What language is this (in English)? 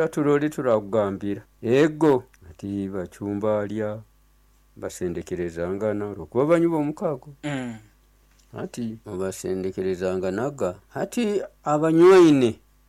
Nyoro